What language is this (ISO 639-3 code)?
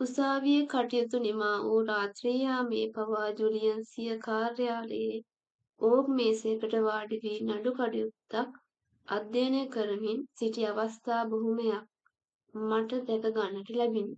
sin